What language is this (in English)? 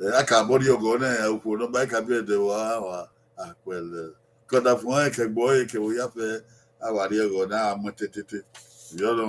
Bini